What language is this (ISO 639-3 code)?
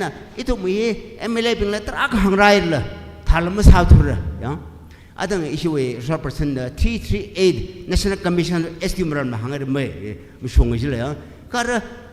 nmf